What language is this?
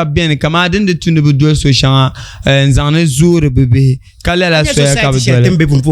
Dagbani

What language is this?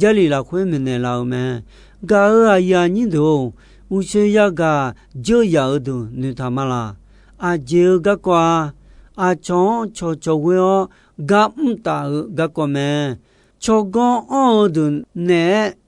Akha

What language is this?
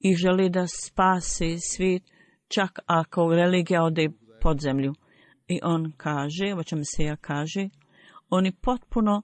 Bosnian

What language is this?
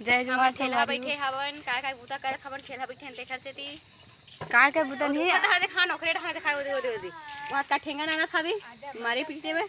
Chhattisgarhi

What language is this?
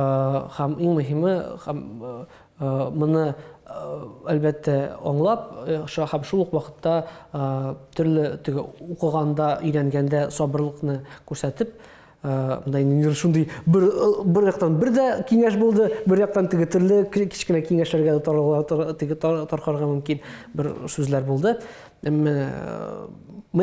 Tatar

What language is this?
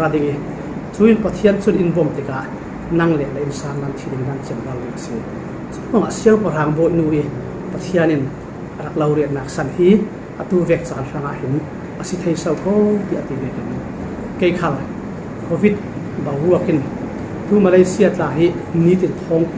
Falam Chin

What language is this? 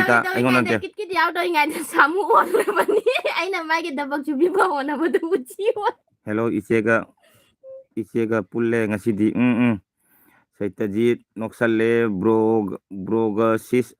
Manipuri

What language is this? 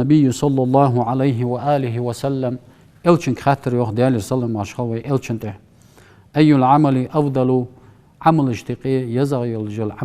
Ingush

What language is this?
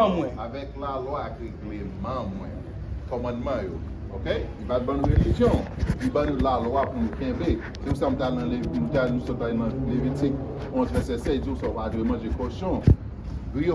Haitian Creole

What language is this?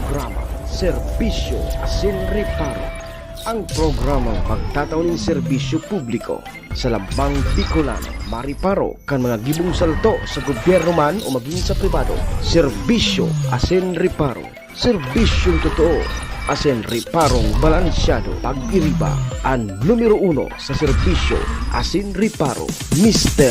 Bikol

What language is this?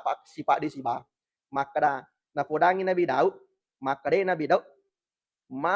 Buginese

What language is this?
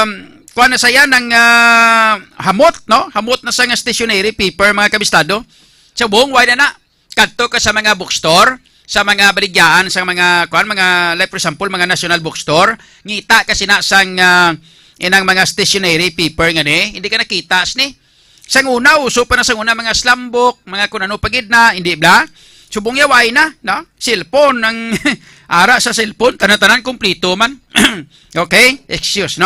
Hiligaynon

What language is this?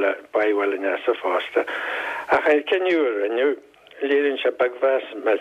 Irish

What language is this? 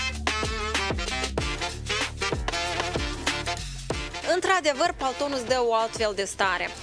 Romanian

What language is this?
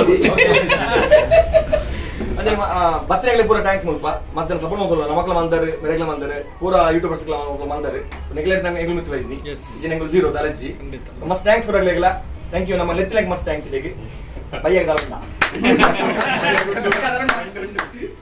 Tulu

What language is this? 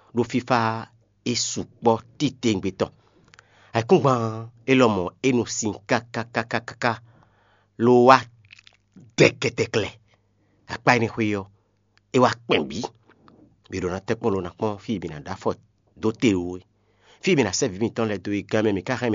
Fon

